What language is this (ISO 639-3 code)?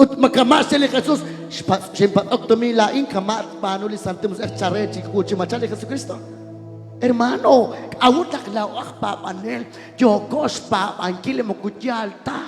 kek